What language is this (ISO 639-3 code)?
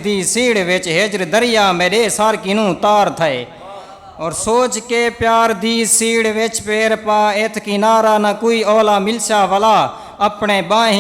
skr